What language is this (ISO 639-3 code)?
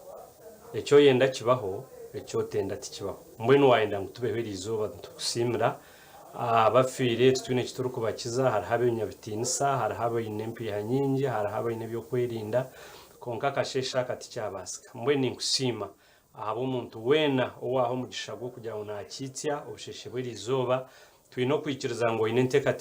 nyn